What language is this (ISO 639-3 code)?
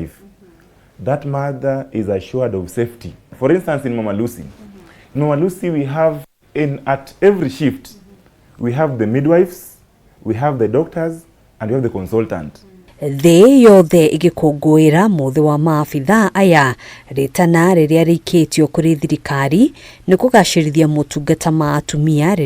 kik